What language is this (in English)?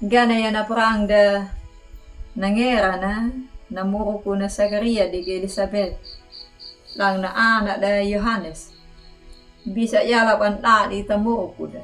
Anakalangu